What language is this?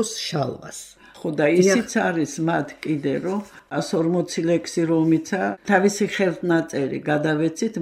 Georgian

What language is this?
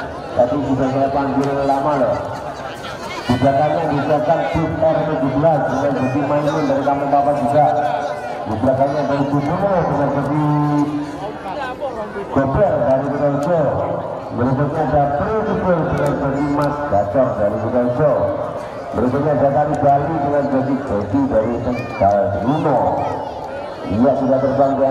Indonesian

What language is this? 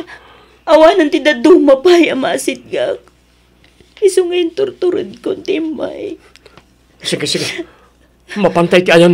Iloko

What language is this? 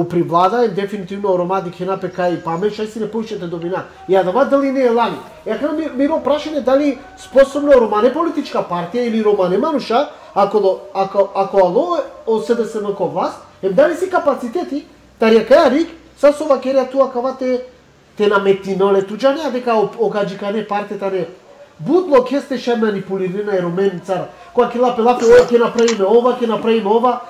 Macedonian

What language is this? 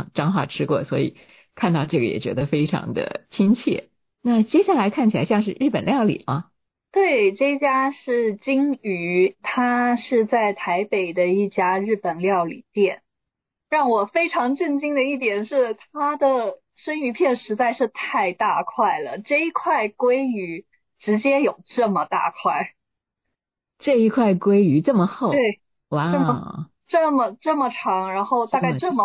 Chinese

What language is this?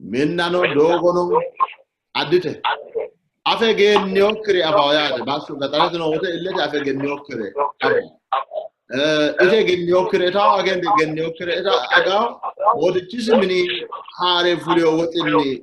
Sidamo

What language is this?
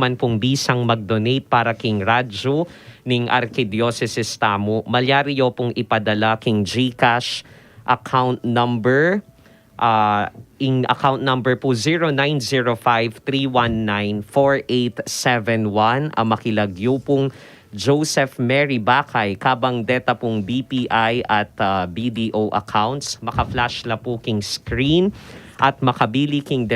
Pampanga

